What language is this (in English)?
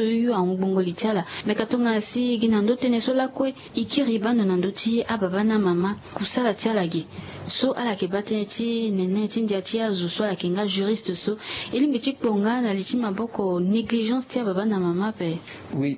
Sango